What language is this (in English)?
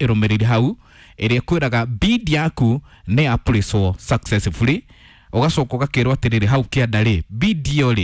Kikuyu